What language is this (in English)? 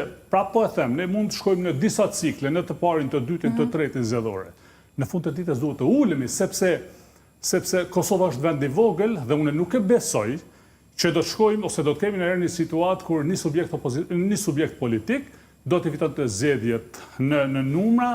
Albanian